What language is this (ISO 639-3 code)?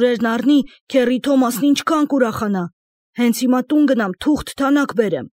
hye